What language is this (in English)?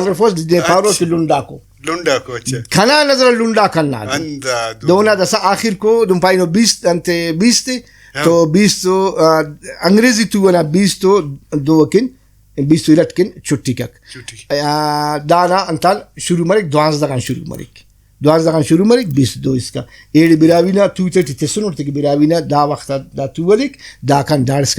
Brahui